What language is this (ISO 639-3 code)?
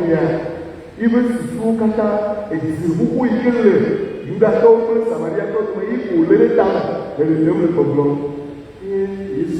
ewe